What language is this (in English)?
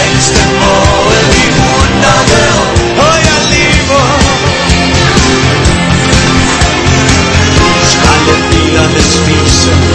Danish